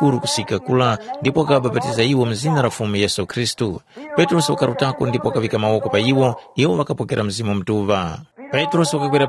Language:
Tumbuka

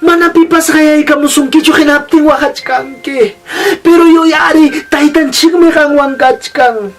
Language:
Ayacucho Quechua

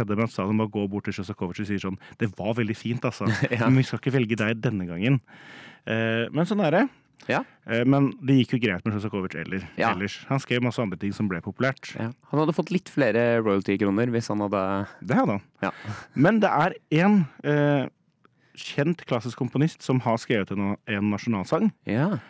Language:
Norwegian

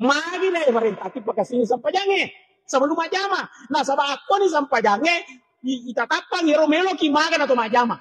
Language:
Buginese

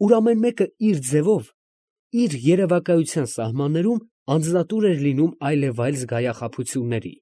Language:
Armenian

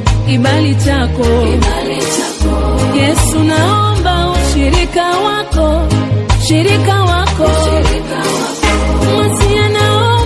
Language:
Swahili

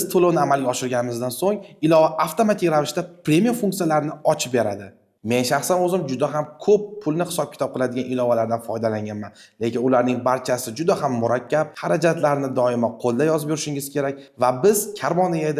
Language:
Uzbek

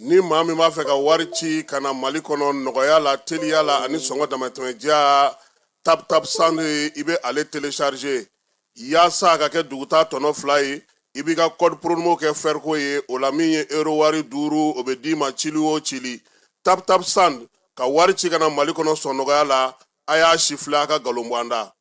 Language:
Bambara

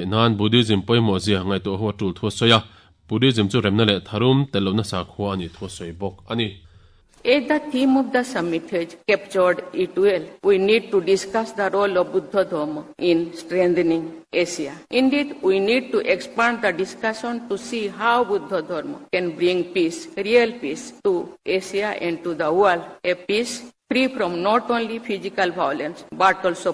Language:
Mizo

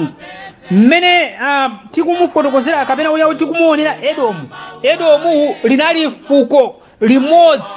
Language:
Nyanja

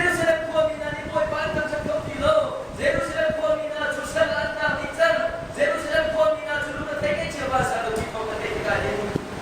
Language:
Hakha Chin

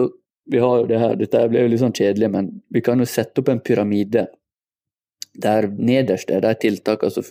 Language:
Norwegian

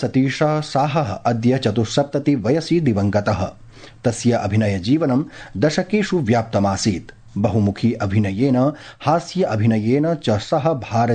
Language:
Sanskrit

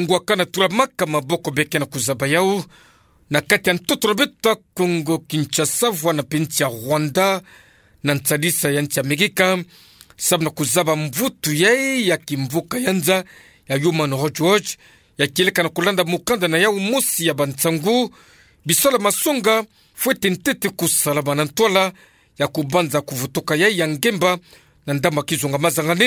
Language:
Kituba (Democratic Republic of Congo)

